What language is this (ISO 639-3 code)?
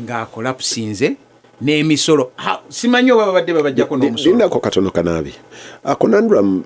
lug